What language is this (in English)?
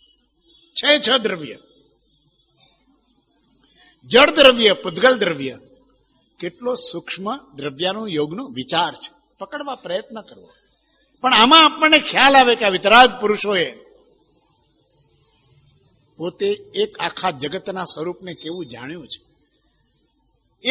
Gujarati